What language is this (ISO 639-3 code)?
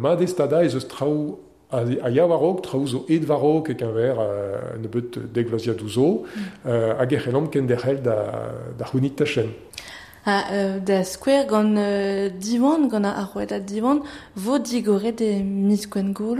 bre